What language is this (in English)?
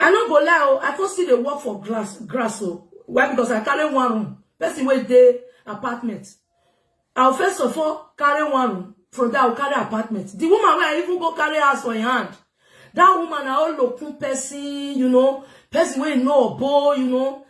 Nigerian Pidgin